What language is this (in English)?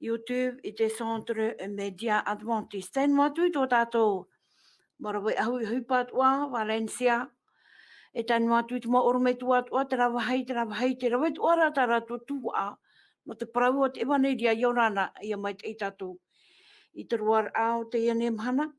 Tahitian